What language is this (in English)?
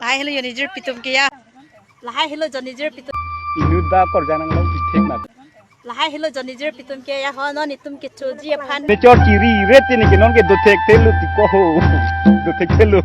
Karbi